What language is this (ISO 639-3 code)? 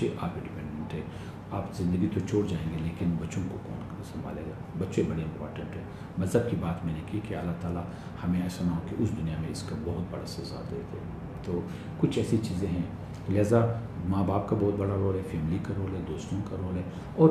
urd